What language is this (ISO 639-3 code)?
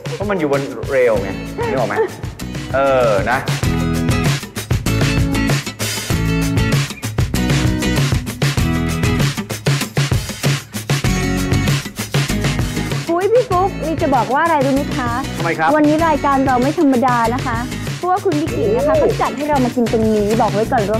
tha